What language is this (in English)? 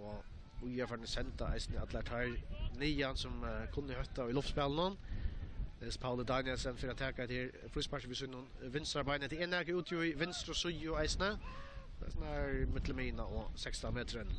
Faroese